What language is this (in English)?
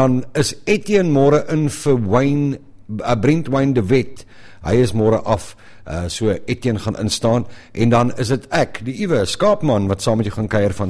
Afrikaans